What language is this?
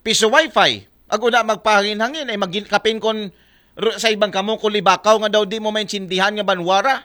Aklanon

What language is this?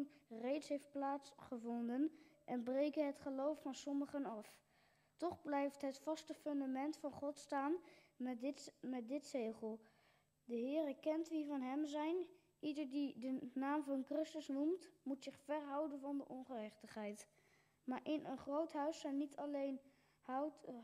Dutch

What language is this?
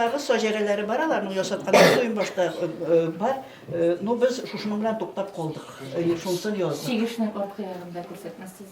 Tatar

